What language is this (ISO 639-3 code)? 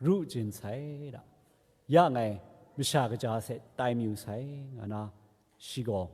kac